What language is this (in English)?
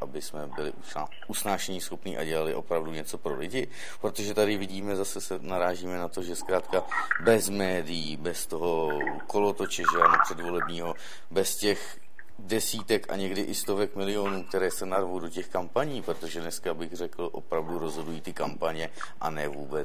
Czech